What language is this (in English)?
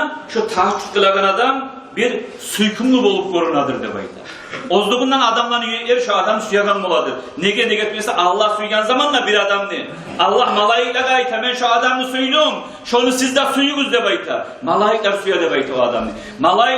Kumyk